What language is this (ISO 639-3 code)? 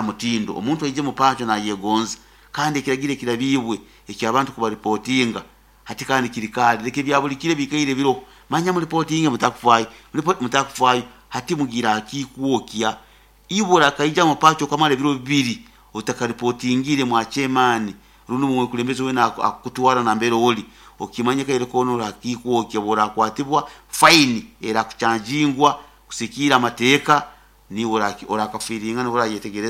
nyo